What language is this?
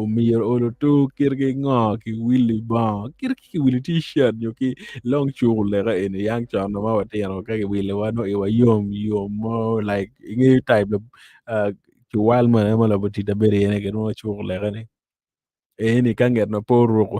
Acoli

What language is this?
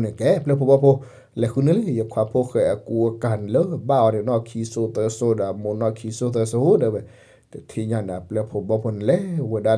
S'gaw Karen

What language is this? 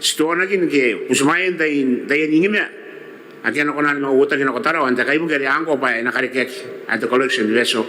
Gilbertese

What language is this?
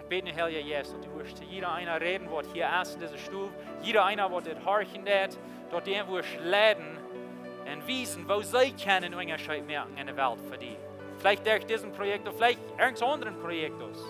Plautdietsch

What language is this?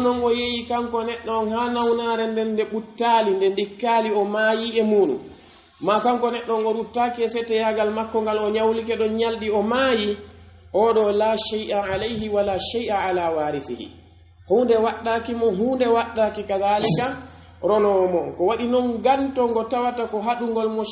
Pular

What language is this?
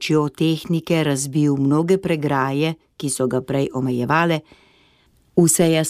Slovenian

